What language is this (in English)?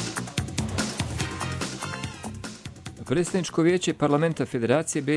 Bosnian